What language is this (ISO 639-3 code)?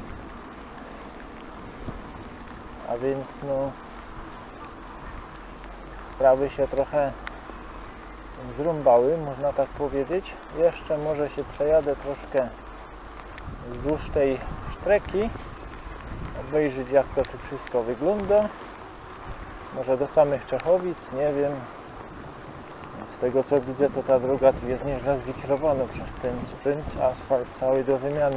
pol